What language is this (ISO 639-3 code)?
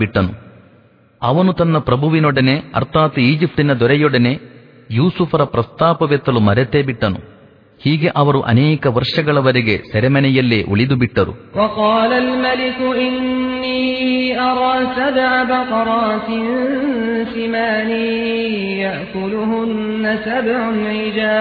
kan